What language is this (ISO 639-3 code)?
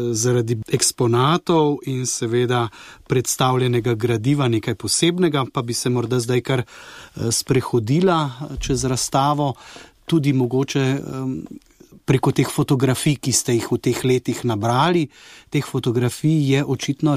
slv